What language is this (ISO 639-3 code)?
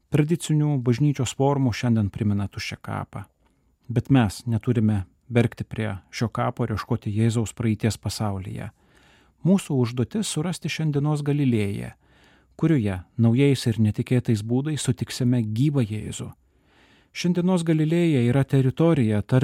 lit